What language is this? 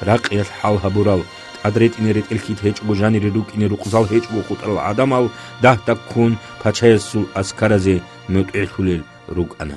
Avaric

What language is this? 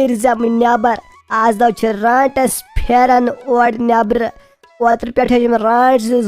Kashmiri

